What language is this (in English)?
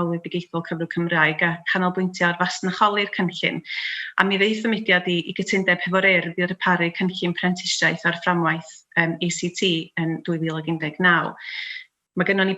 Welsh